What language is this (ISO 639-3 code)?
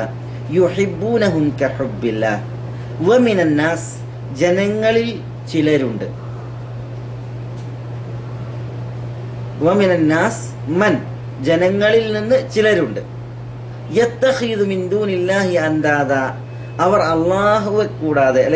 mal